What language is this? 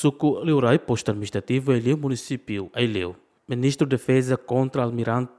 Tetum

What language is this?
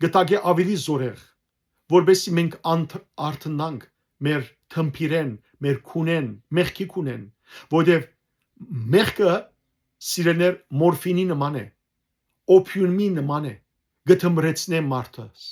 Western Armenian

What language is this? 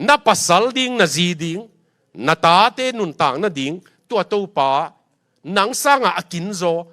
Tedim Chin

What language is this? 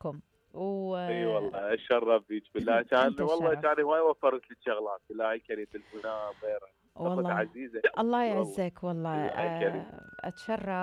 Mesopotamian Arabic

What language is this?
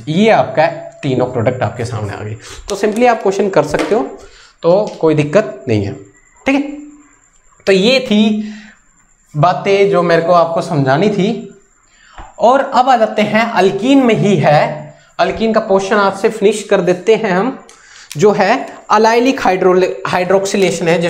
Hindi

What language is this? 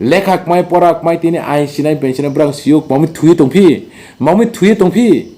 Riang (India)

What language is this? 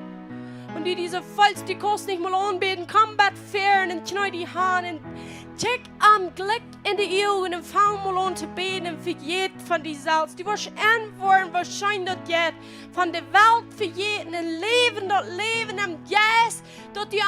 Plautdietsch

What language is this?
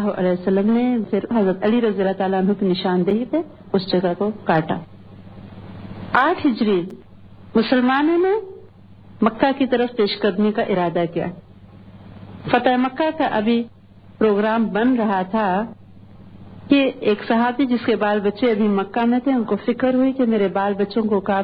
Urdu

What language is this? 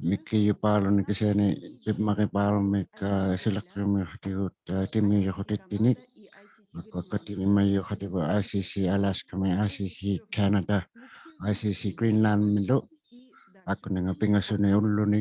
Inuktitut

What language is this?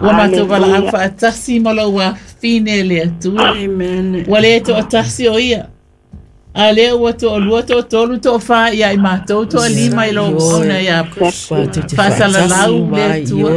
Samoan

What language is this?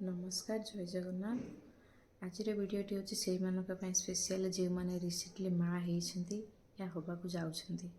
Odia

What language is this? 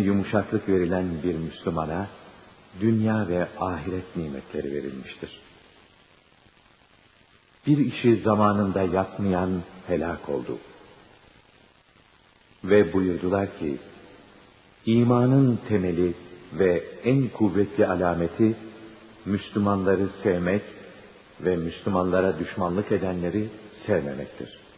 Turkish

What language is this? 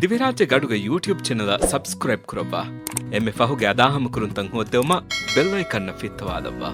Divehi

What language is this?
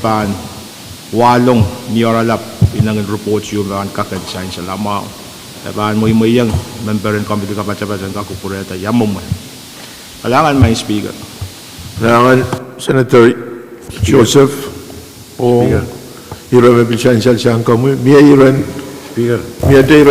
Pohnpeian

